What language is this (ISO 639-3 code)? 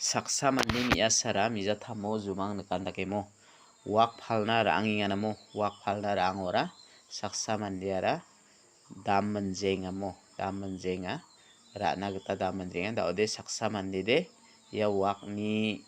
grt